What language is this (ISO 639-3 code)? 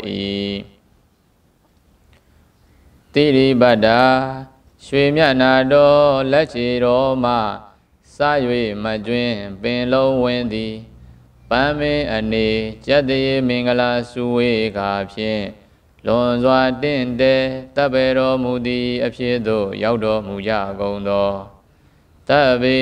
mya